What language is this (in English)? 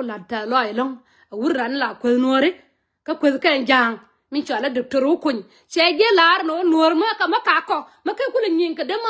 Nuer